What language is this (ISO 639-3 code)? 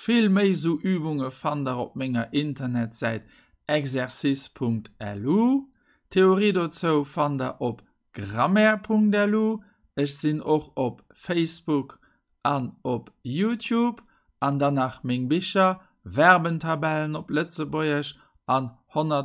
ltz